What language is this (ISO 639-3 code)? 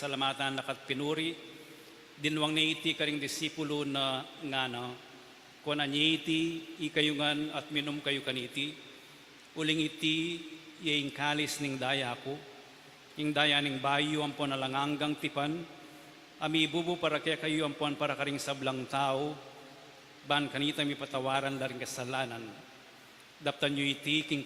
pam